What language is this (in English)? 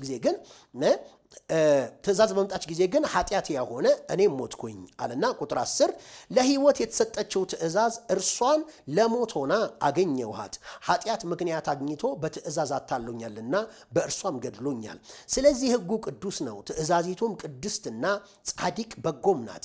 Amharic